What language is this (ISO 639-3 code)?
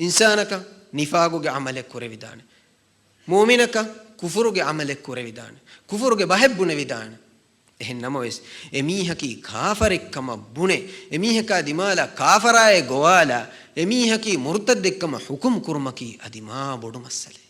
div